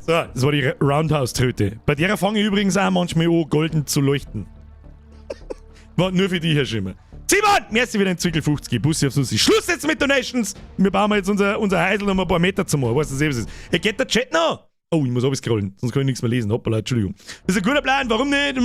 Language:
Bavarian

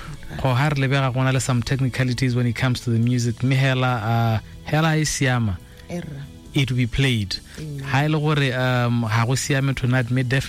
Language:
Tswana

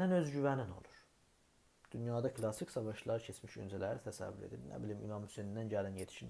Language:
South Azerbaijani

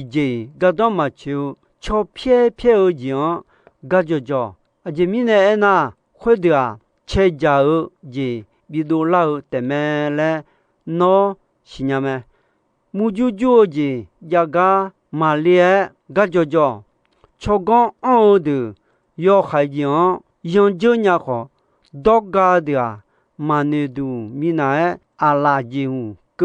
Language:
Akha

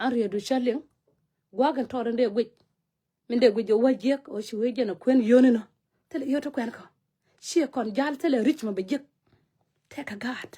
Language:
Nuer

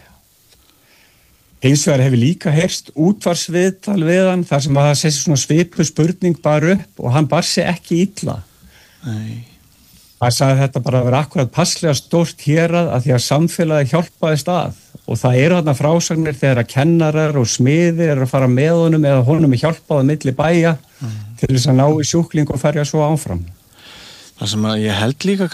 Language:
Icelandic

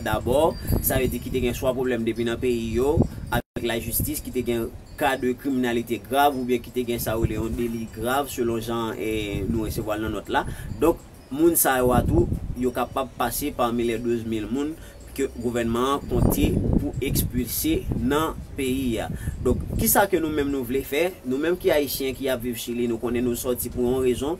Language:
Haitian Creole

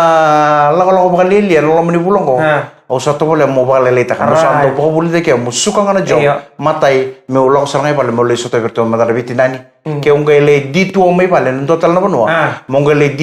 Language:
Fijian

